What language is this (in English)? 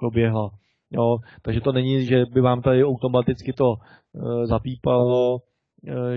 Czech